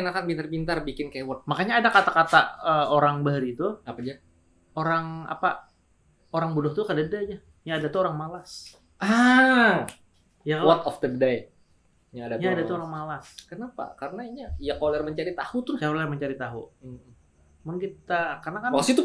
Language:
Banjar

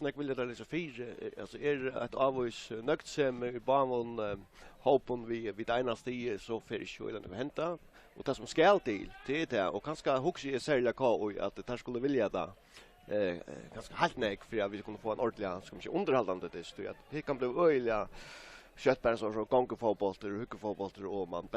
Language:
Faroese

